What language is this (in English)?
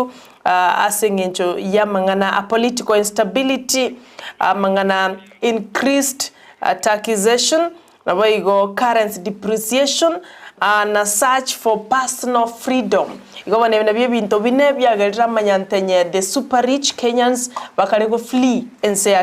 Gusii